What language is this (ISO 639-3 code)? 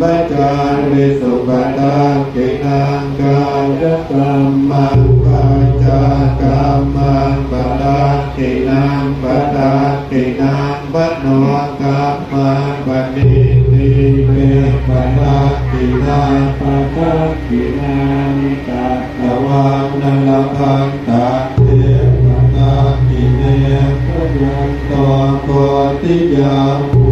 pli